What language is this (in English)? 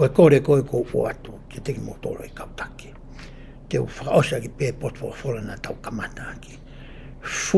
Tongan